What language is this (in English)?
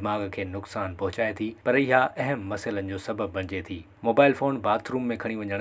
Sindhi